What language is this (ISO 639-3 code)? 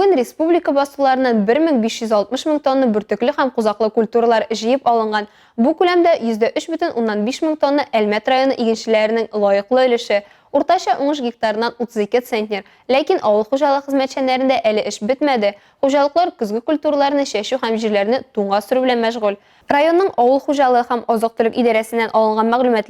tat